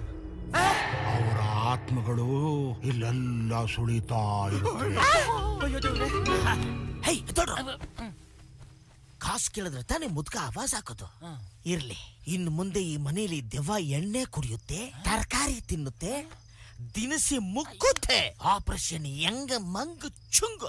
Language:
Kannada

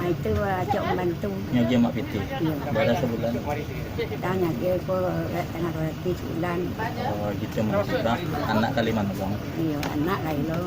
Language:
Minangkabau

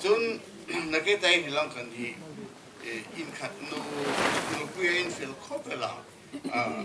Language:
Hmar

